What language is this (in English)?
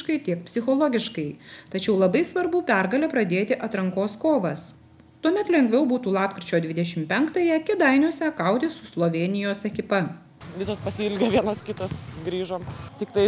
Lithuanian